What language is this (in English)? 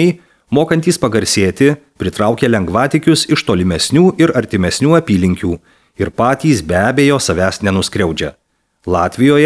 Lithuanian